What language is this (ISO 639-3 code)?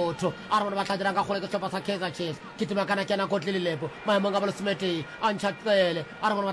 nso